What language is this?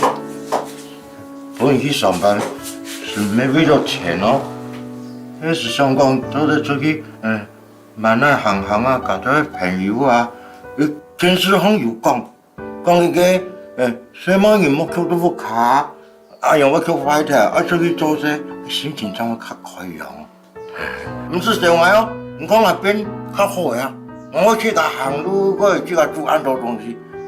Hakka Chinese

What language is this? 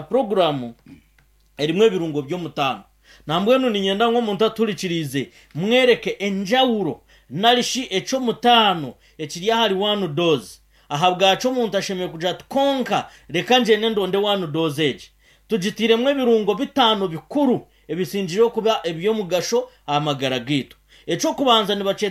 Nyankole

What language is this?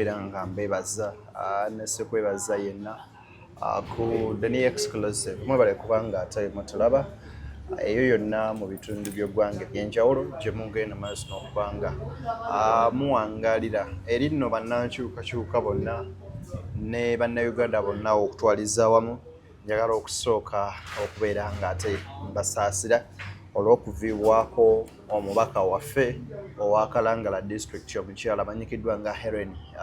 Ganda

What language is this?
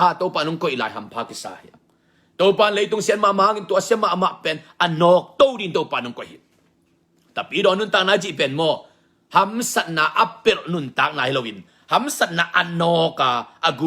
Tedim Chin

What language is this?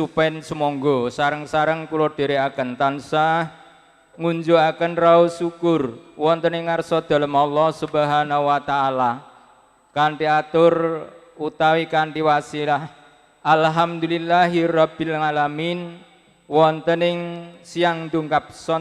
Javanese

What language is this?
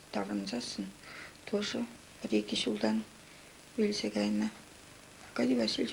Chuvash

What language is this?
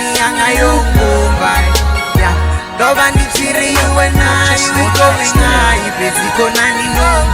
Venda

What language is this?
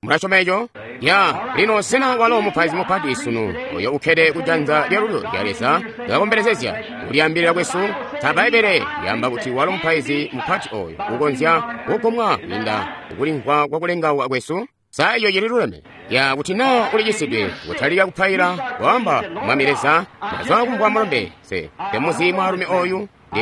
Tonga (Zambia)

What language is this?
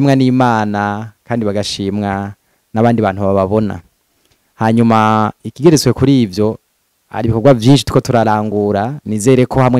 Rundi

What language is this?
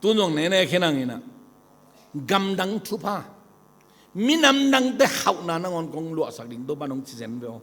Tedim Chin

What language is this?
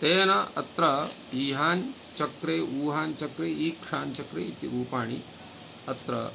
Sanskrit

